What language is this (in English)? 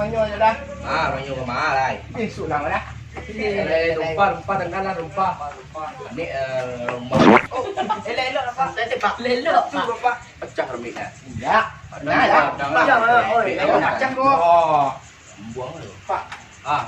Minangkabau